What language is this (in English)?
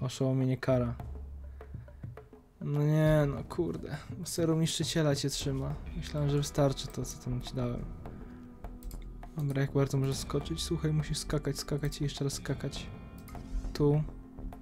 Polish